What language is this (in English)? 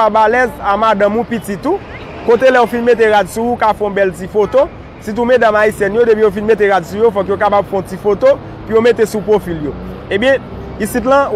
Haitian Creole